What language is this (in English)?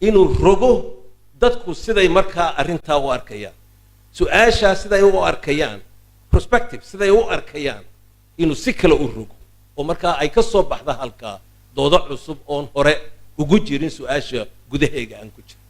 Somali